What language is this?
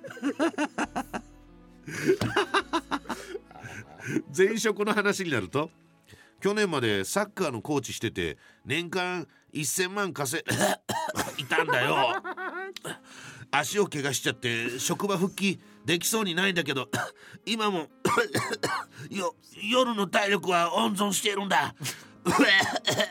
Japanese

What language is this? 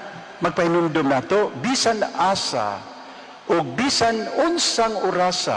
Cebuano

